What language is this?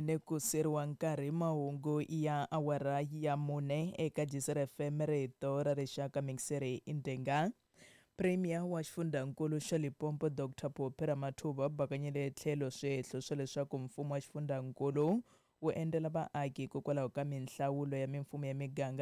Tsonga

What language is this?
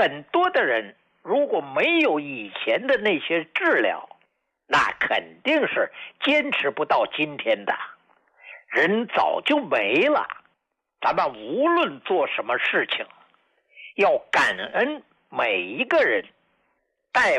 Chinese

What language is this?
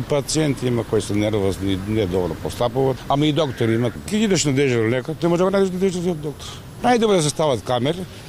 Macedonian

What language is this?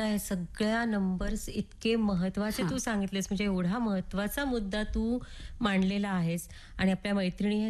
Marathi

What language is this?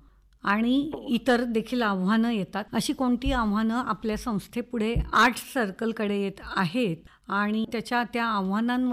Marathi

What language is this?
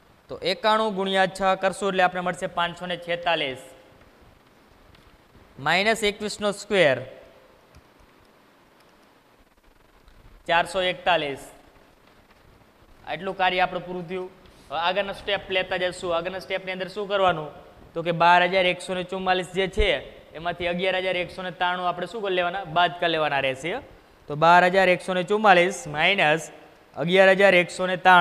Gujarati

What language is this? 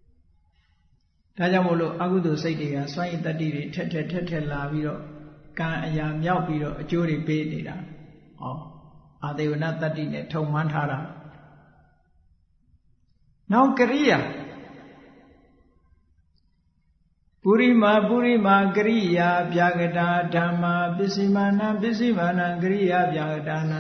Burmese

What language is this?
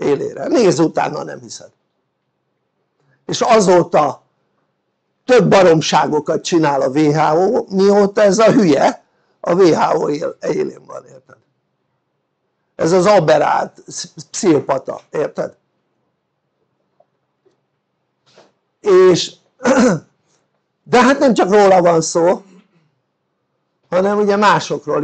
Hungarian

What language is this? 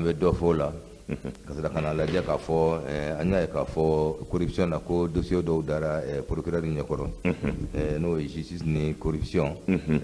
Bambara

